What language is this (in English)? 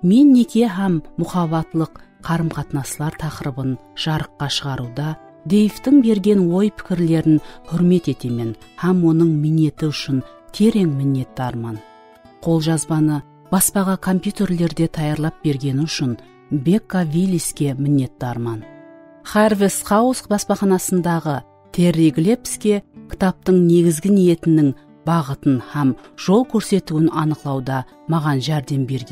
Kara-Kalpak